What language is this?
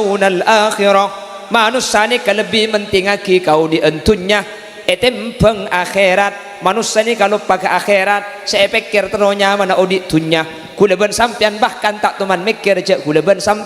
Madurese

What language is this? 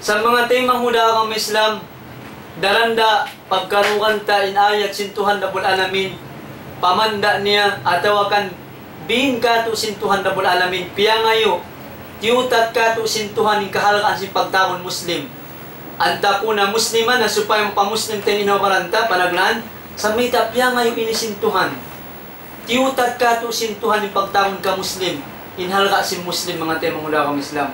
Tausug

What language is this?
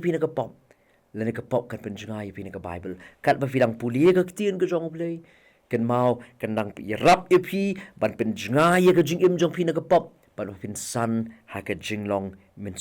Khasi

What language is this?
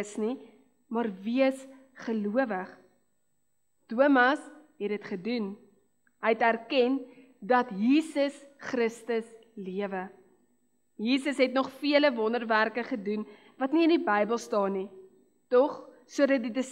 Afrikaans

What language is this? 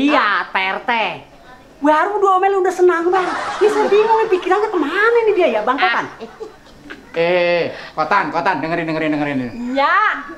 Betawi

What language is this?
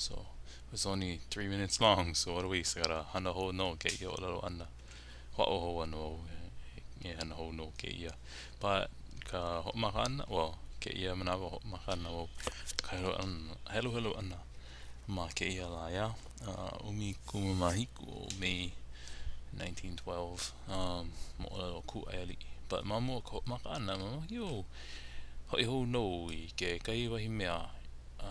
Hawaiian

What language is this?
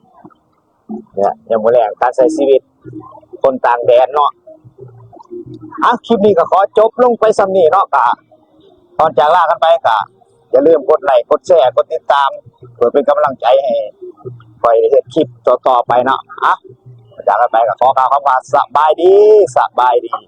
Lao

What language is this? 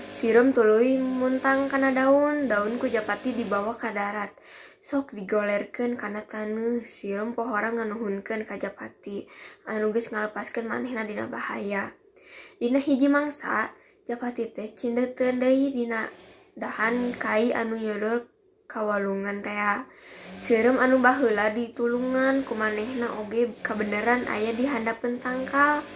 Sundanese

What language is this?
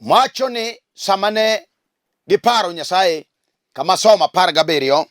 Luo (Kenya and Tanzania)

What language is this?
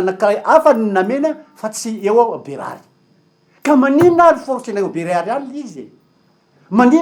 Malagasy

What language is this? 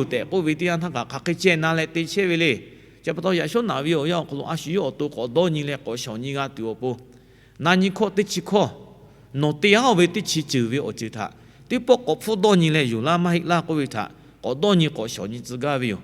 Lahu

